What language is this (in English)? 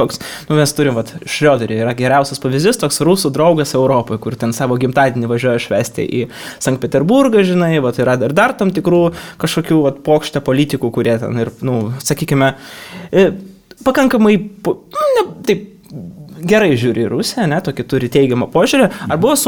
Lithuanian